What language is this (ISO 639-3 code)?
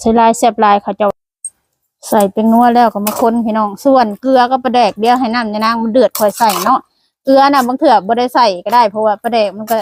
lao